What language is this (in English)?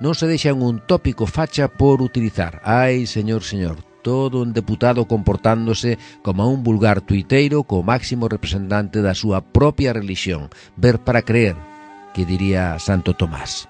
Galician